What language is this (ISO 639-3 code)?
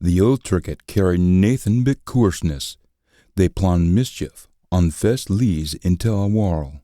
sco